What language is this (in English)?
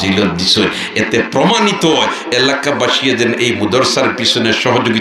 Sylheti